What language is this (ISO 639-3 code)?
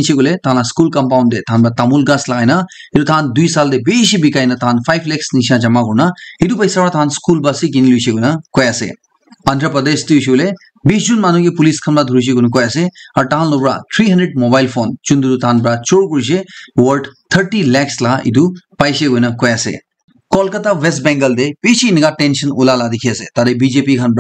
nag